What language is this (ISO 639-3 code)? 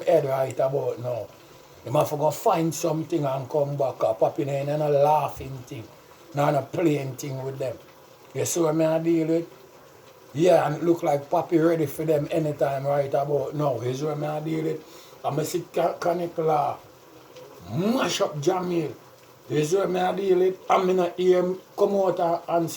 jam